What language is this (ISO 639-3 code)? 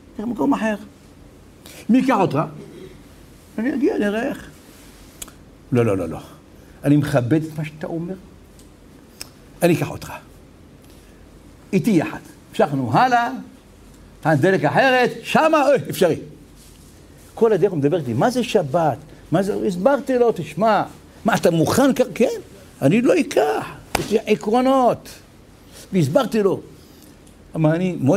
heb